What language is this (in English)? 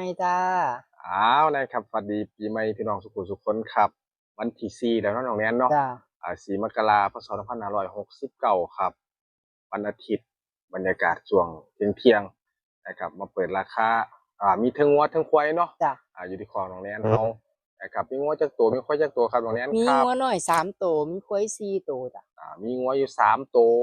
Northeastern Thai